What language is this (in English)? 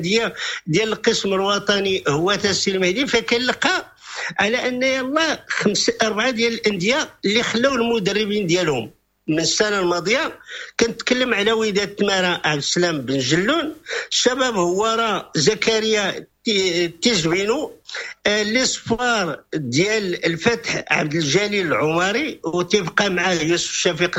Moroccan Arabic